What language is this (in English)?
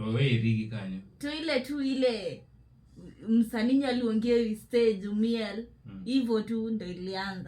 Luo (Kenya and Tanzania)